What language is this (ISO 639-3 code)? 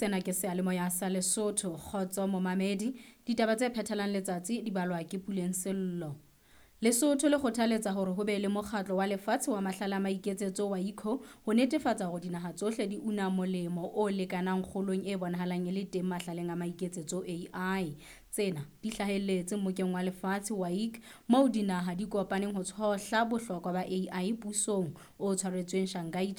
sot